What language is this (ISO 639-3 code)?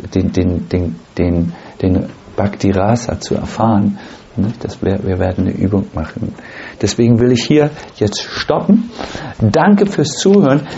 deu